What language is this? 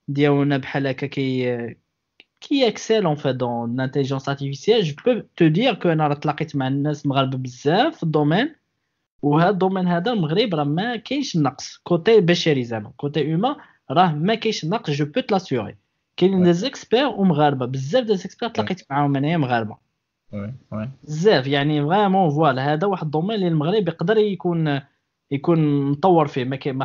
Moroccan Arabic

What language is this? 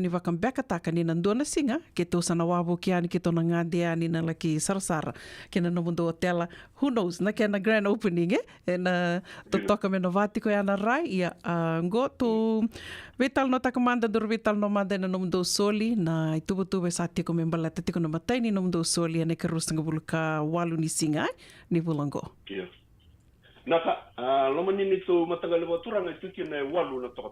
Fijian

